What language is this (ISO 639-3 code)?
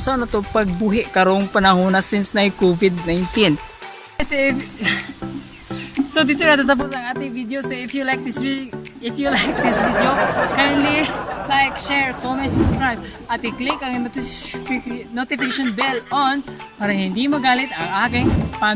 ceb